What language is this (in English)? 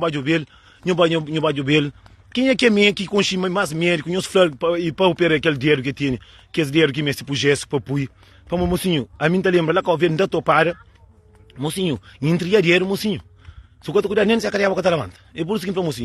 Kabuverdianu